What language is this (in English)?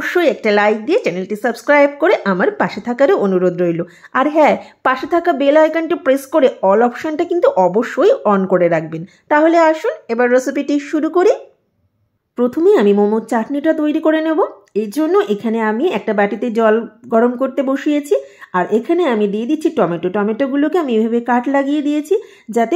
Bangla